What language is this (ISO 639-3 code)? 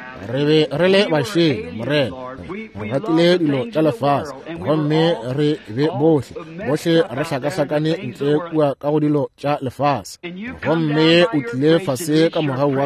nso